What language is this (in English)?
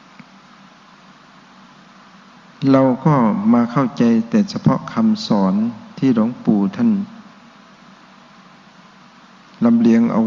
Thai